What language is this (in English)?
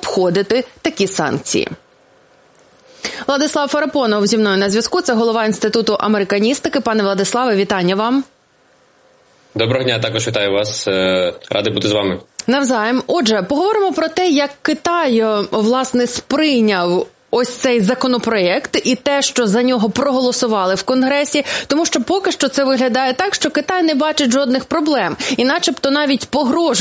Ukrainian